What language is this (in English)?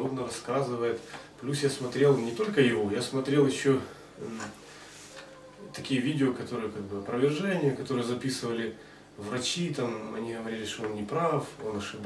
Russian